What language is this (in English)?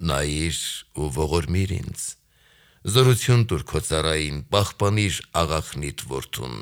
Armenian